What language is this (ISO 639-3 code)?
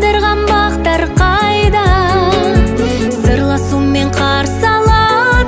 kaz